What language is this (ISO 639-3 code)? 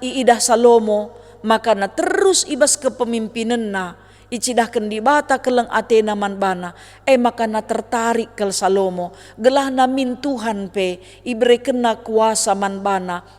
btx